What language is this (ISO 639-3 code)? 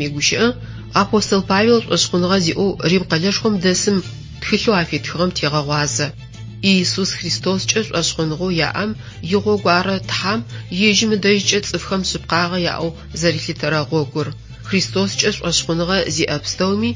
ady